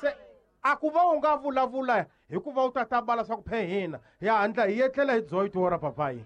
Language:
Tsonga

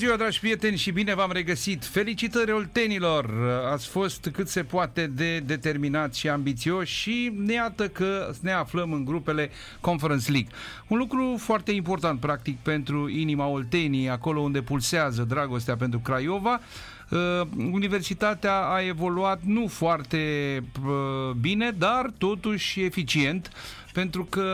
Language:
Romanian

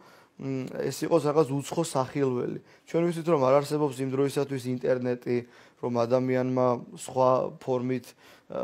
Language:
Georgian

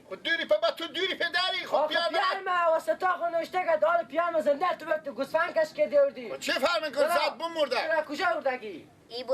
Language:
Persian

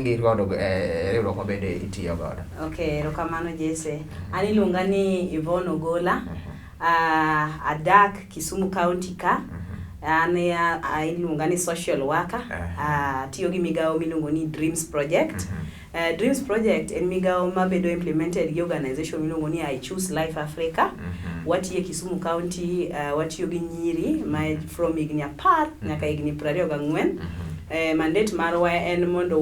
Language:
Luo (Kenya and Tanzania)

